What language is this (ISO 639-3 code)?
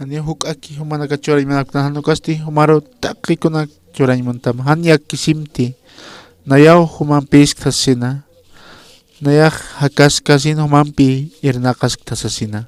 aym